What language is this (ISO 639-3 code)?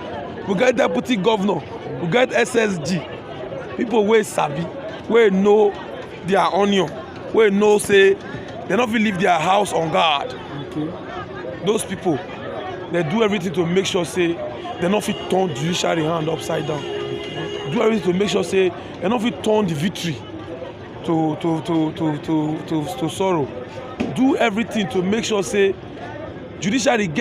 pcm